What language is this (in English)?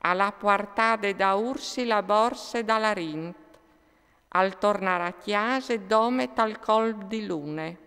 Friulian